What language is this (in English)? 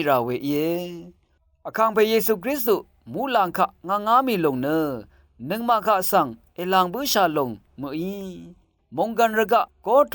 Rawang